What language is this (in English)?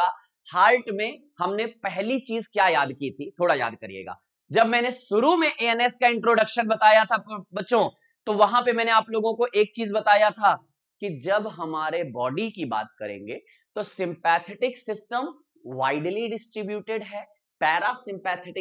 Hindi